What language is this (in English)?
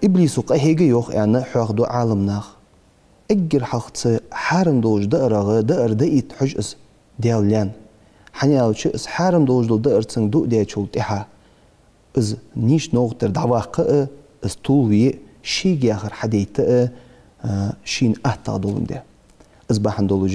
Ingush